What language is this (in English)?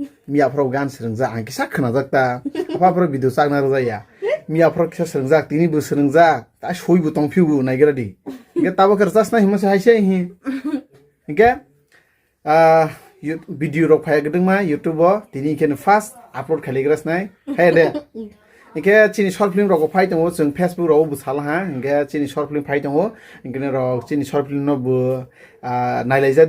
Kok Borok